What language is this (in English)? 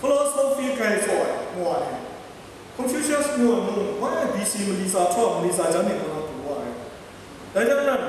Kachin